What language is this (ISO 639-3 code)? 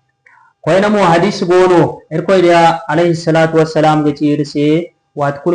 dje